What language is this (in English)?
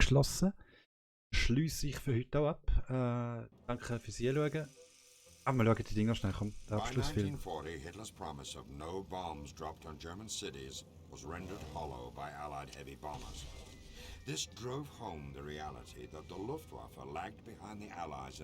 Swiss German